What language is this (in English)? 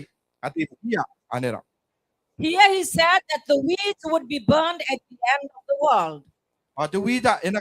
Gilbertese